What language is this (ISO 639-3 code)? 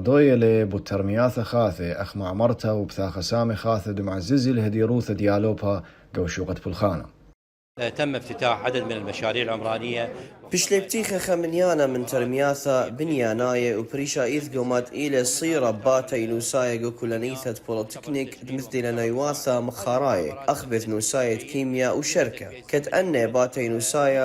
aii